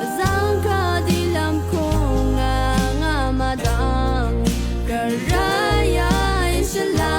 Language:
Rawang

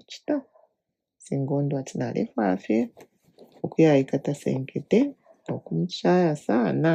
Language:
Bemba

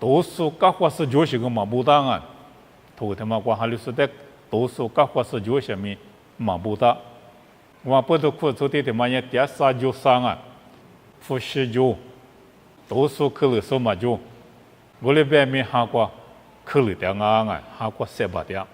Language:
Lisu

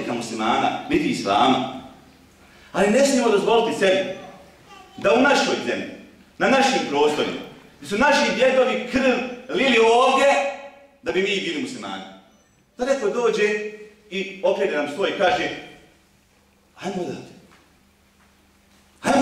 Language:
Bosnian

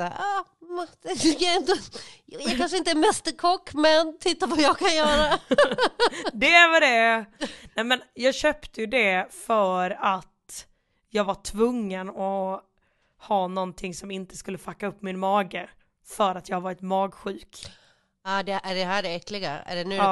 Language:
Swedish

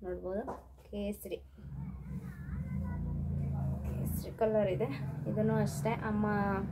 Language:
Kannada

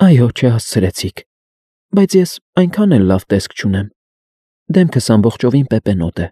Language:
Armenian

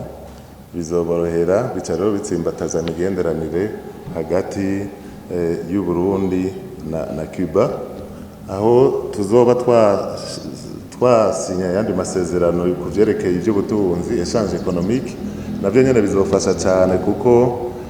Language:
Rundi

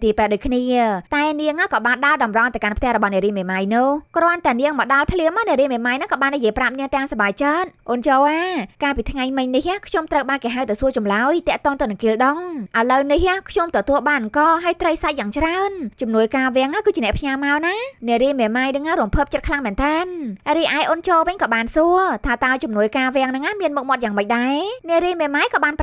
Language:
Khmer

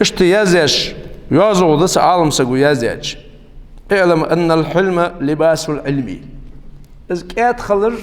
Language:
Ingush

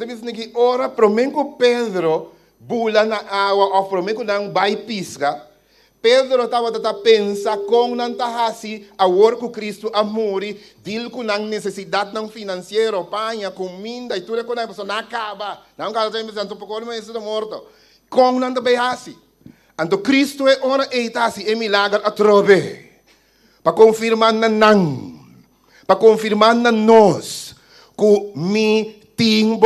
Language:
Papiamento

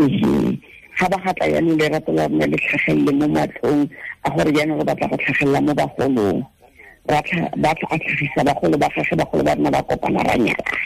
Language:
Tswana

